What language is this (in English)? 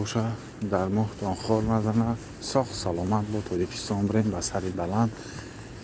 Tajik